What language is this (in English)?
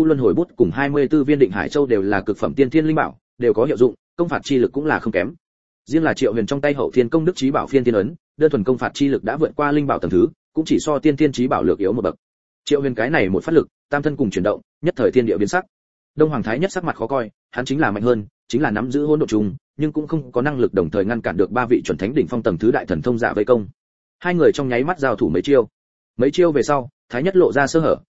Vietnamese